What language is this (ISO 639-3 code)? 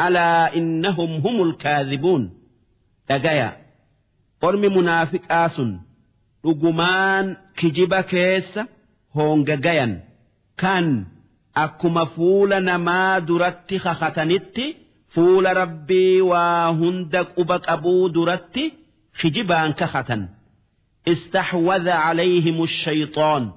orm